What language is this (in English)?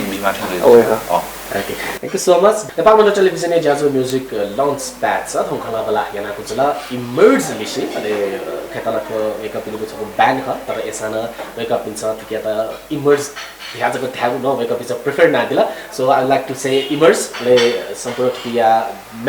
Newari